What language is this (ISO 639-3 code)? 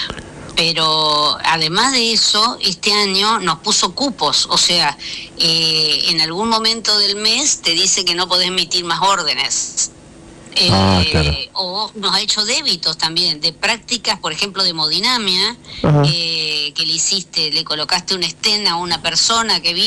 spa